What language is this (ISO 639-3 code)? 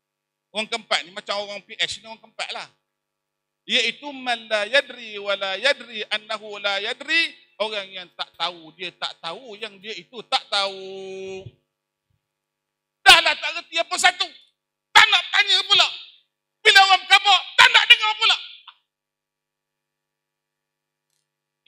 msa